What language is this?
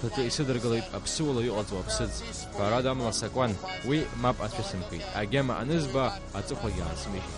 Abkhazian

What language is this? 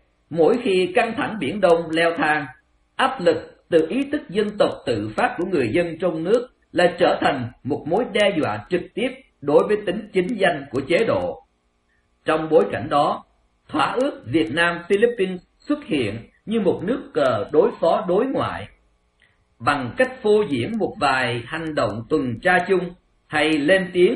Vietnamese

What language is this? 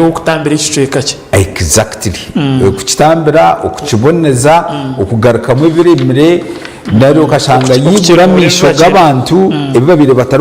Nyankole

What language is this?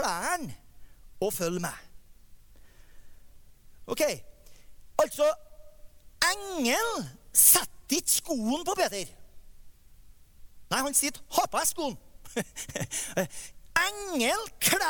Norwegian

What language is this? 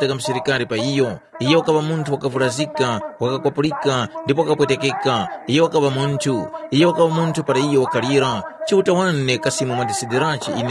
Tumbuka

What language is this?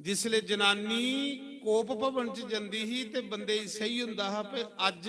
Dogri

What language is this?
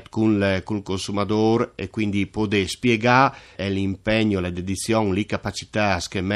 Friulian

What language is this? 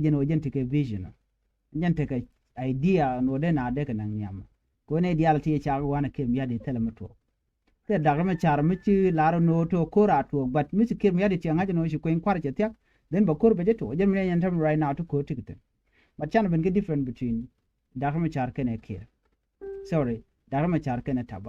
Nuer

